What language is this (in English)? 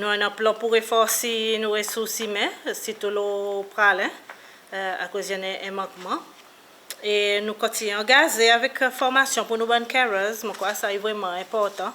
Seselwa Creole French